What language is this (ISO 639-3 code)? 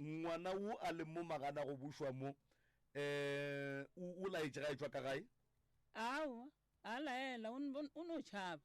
nso